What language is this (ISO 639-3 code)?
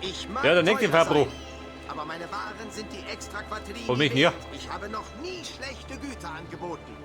bar